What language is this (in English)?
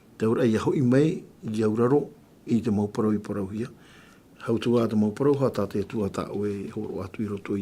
Tahitian